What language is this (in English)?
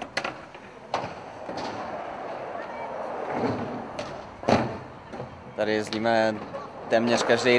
Czech